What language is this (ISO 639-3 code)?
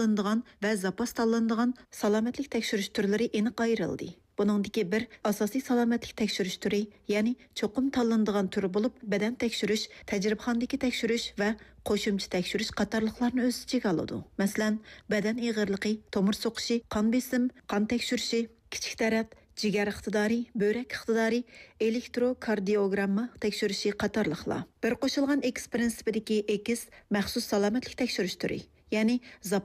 uig